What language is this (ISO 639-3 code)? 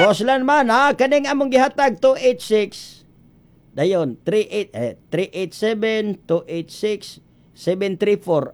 ceb